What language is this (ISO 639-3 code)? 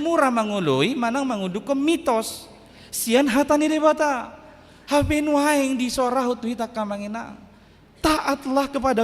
bbc